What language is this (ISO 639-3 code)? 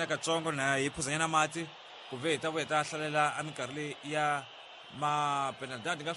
tso